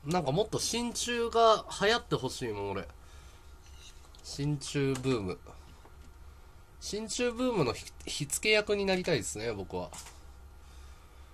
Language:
Japanese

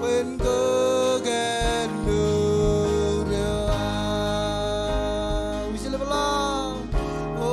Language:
Marshallese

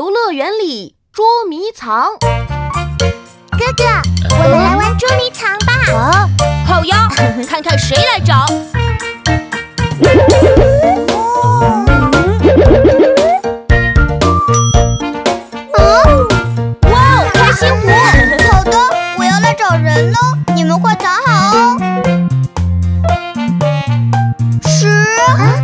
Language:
Chinese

